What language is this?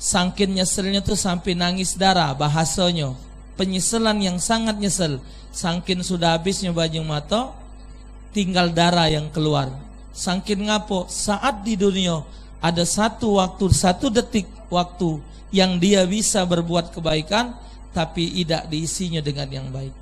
Musi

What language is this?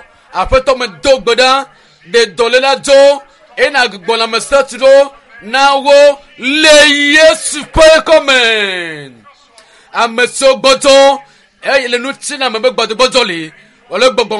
Ewe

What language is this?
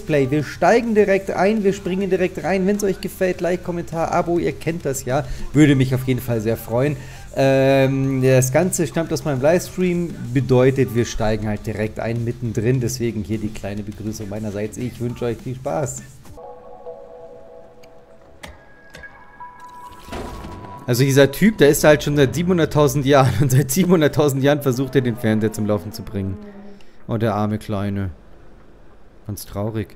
German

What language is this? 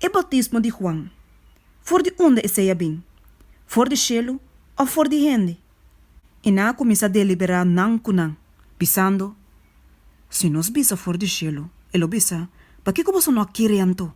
Papiamento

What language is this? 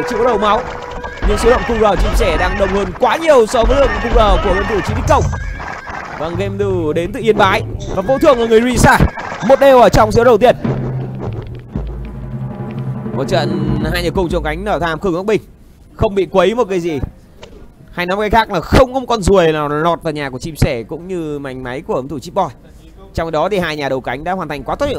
Vietnamese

